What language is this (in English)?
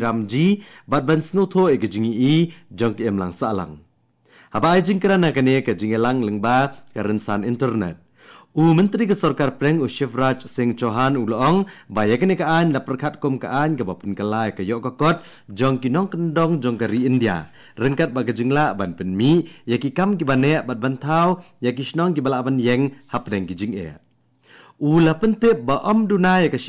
Khasi